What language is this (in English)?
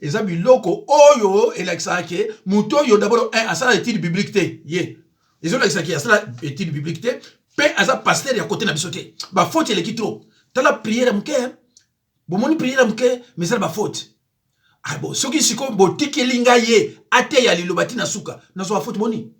Lingala